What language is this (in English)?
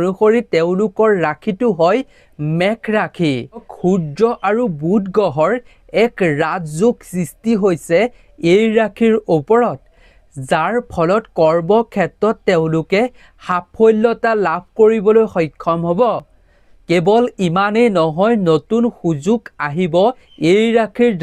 Assamese